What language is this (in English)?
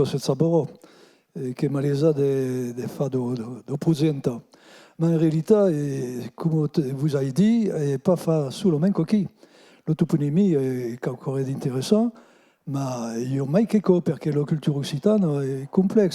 Occitan